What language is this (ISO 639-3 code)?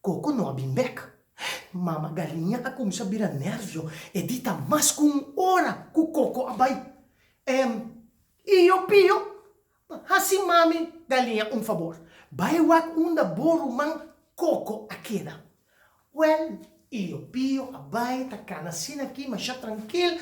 pap